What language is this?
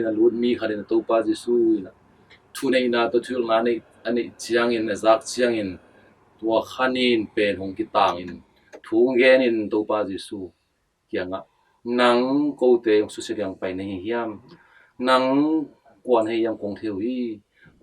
Tedim Chin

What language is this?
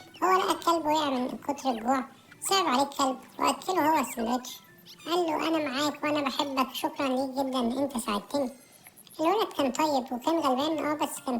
Egyptian Arabic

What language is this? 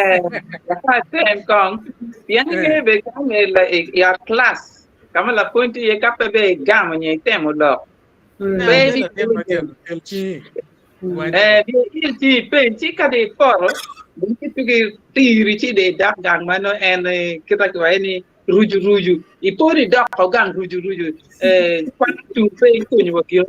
Acoli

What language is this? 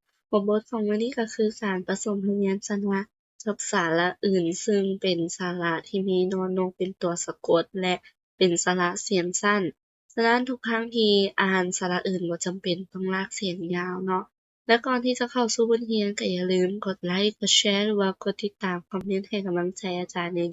Lao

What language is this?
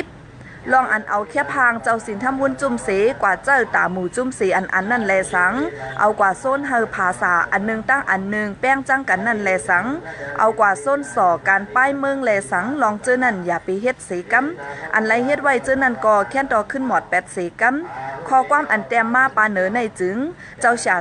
Shan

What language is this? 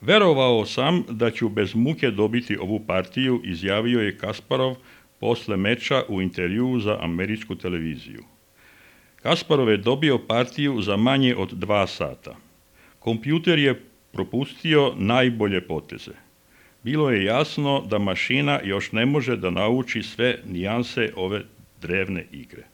Serbian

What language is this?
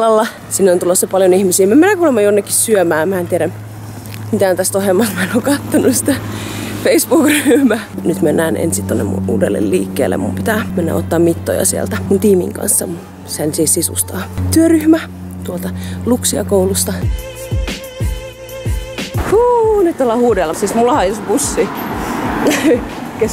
Finnish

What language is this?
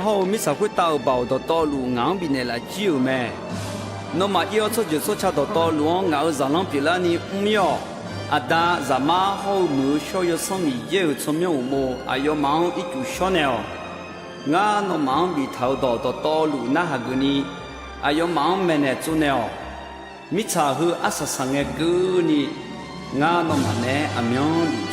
Akha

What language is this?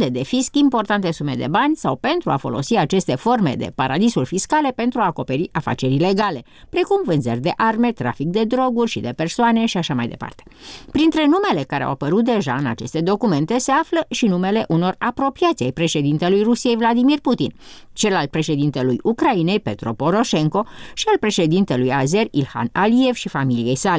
Romanian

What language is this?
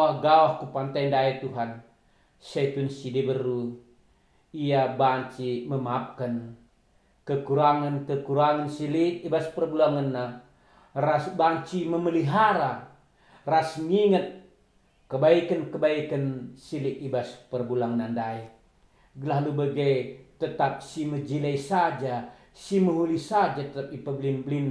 Batak Karo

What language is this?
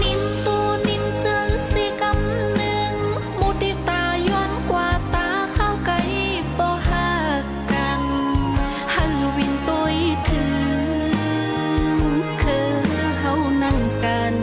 Shan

